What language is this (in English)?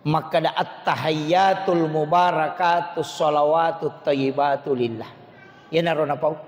Buginese